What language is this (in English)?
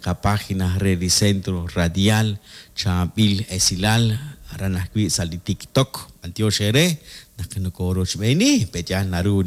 Kekchí